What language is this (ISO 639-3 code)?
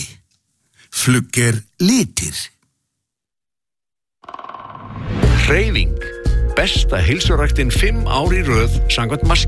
isl